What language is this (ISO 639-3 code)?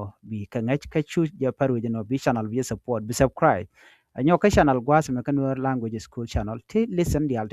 nus